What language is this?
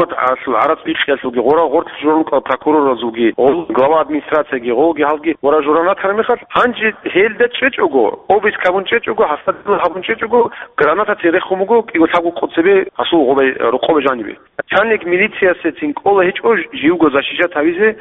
Avaric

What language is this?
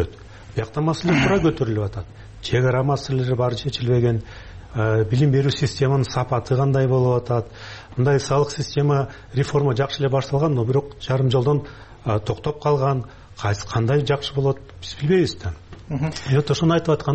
Kyrgyz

